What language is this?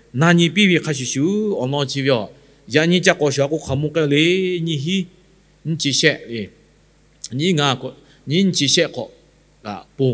Lahu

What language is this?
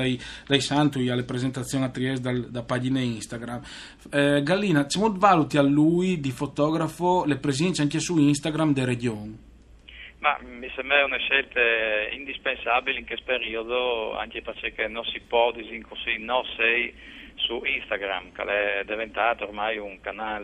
Friulian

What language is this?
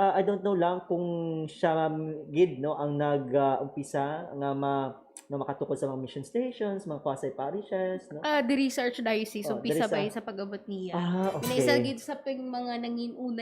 Hiligaynon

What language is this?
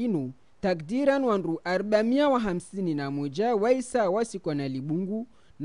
Ngazidja Comorian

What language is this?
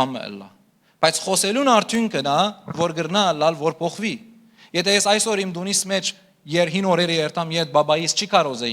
Western Armenian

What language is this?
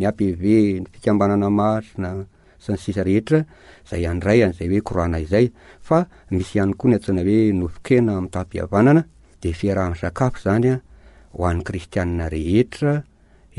Malagasy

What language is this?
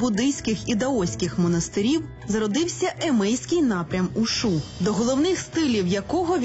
Ukrainian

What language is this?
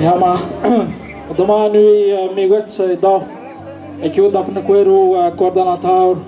Atikamekw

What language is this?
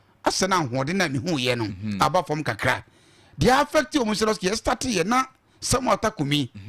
Akan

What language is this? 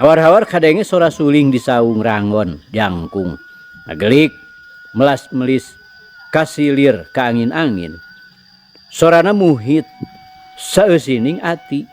Sundanese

